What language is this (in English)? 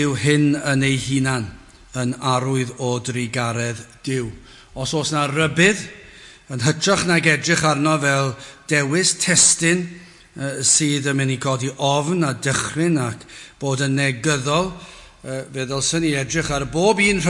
Welsh